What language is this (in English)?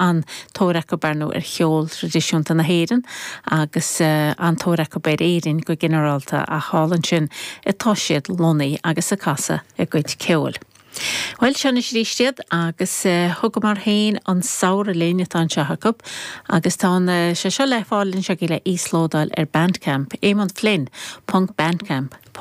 Irish